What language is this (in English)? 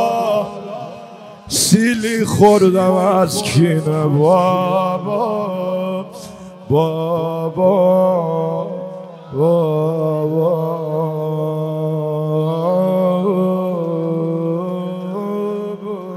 Persian